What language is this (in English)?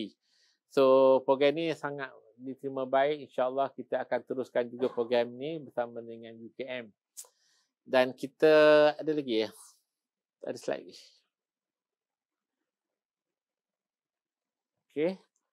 Malay